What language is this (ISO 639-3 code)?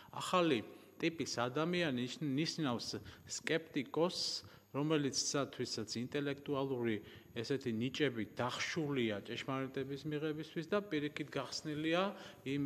kat